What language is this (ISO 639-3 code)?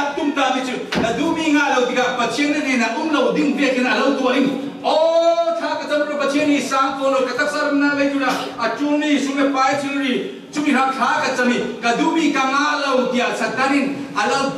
cfm